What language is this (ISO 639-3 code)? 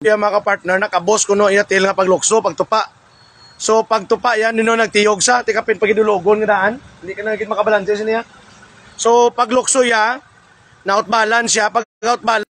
hil